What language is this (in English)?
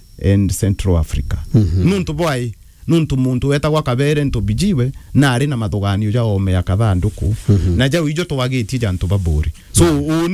Meru